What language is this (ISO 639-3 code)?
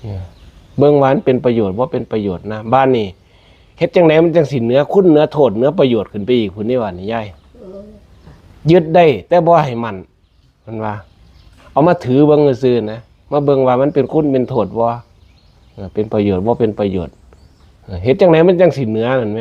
tts